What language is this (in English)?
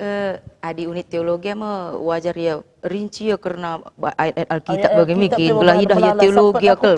Batak Karo